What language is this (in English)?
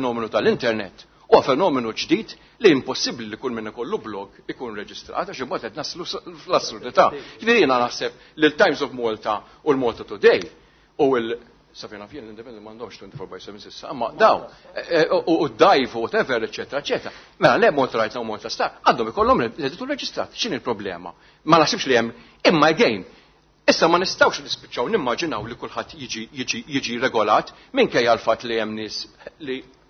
Maltese